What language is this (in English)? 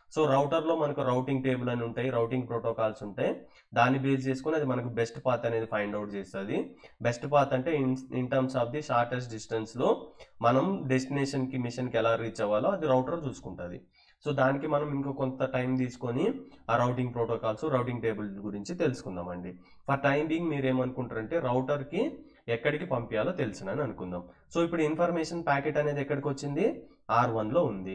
Telugu